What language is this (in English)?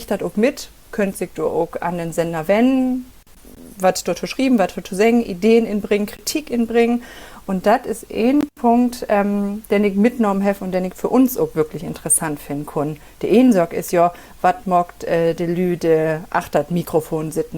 Low German